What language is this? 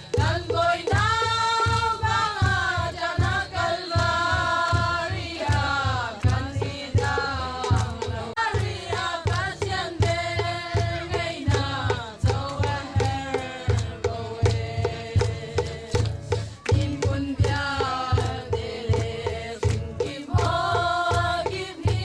Hakha Chin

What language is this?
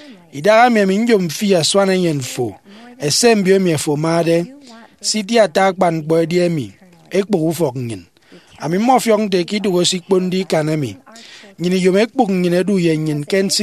Efik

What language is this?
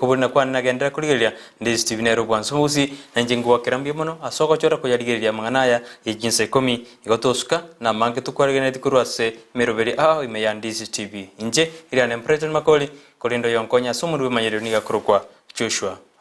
Gusii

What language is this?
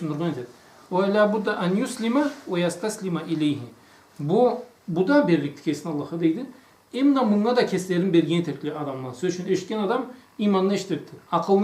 Karachay-Balkar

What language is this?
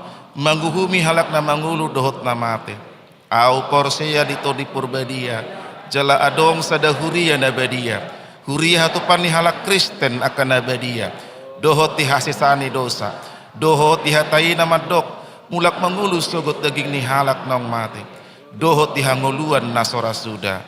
Batak Toba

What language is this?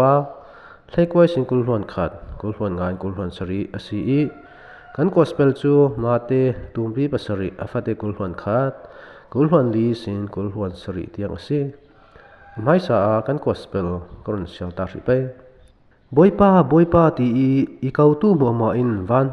Falam Chin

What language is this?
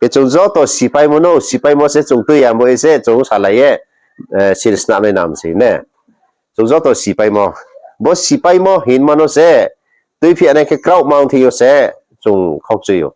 Riang (India)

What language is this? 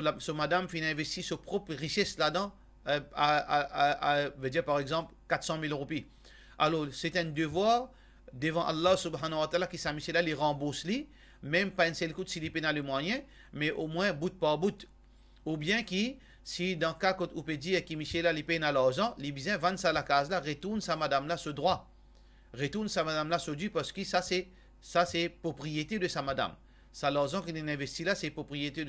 Morisyen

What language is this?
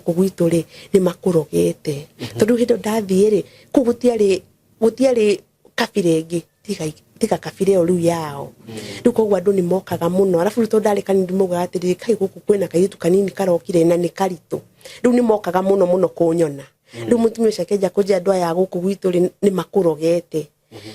Kikuyu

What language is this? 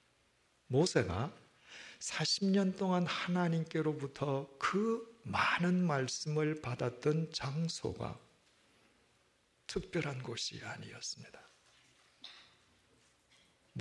Korean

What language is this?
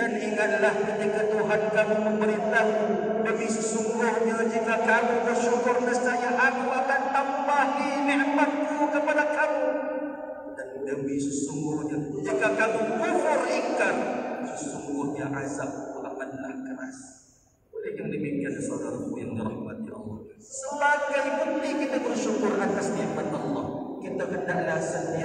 Malay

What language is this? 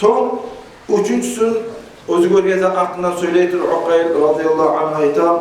Kumyk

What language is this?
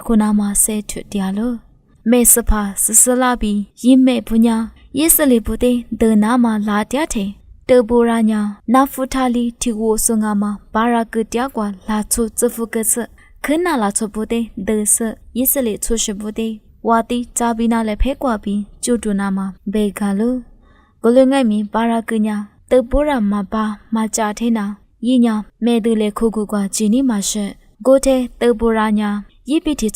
Lisu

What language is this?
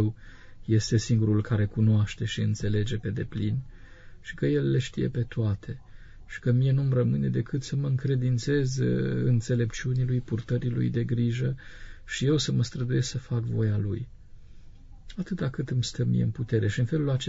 Romanian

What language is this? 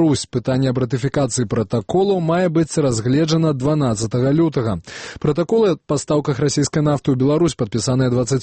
Belarusian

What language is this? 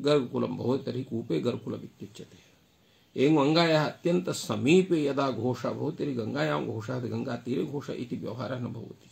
Sanskrit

